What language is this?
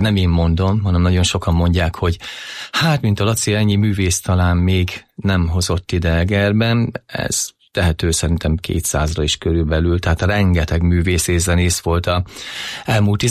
Hungarian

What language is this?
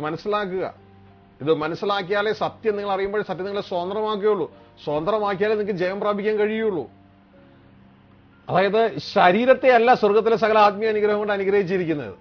Malayalam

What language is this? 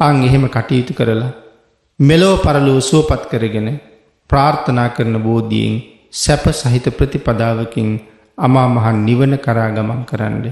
Sinhala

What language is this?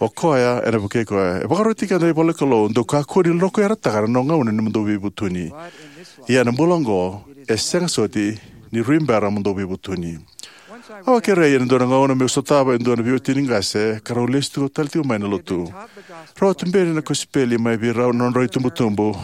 Fijian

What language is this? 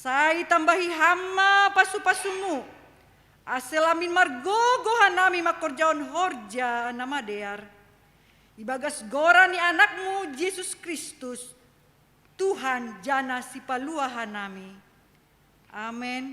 Batak Simalungun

